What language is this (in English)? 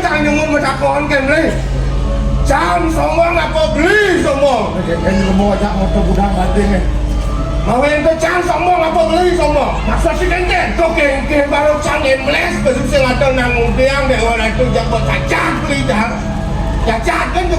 Balinese